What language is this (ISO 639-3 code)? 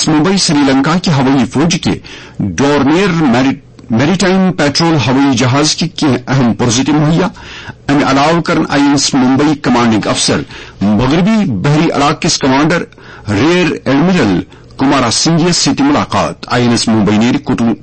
kas